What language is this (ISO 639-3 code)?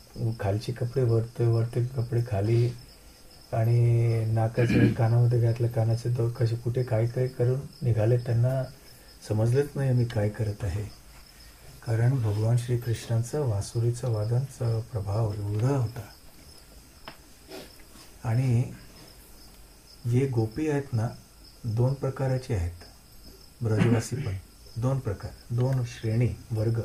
mar